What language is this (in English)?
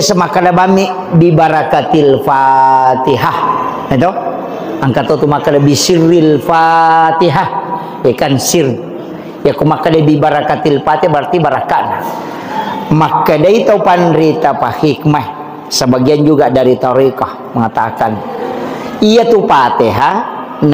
Buginese